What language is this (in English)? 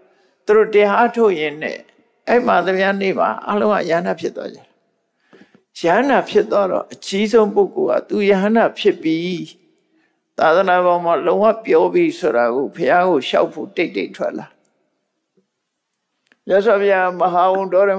Burmese